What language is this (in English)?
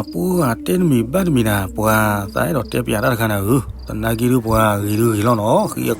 S'gaw Karen